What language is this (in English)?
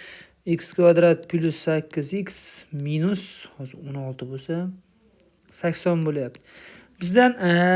Uzbek